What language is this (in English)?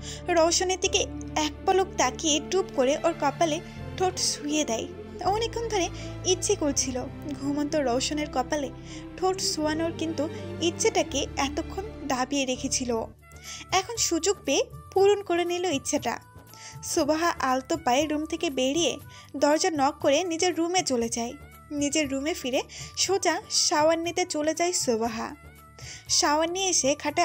Bangla